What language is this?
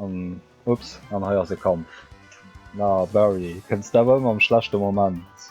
Luxembourgish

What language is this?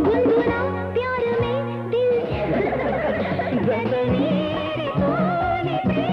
Telugu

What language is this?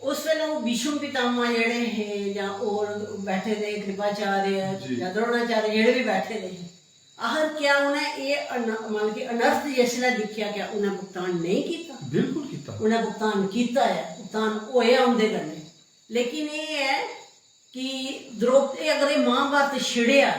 Dogri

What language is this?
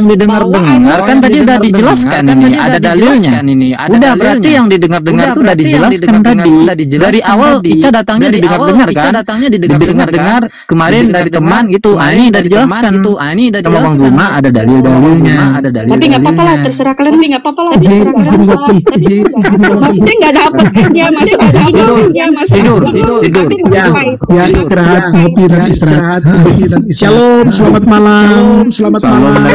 Indonesian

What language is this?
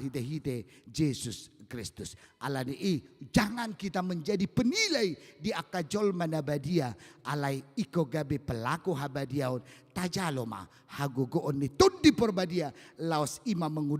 Batak Toba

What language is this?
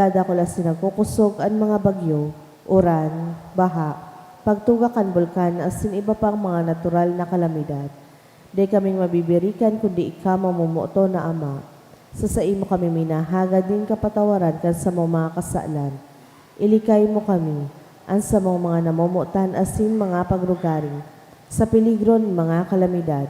Bikol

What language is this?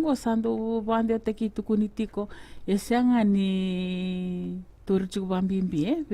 Fijian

